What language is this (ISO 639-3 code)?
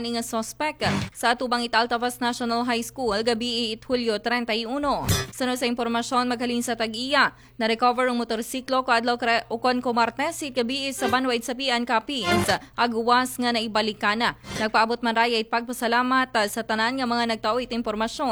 akl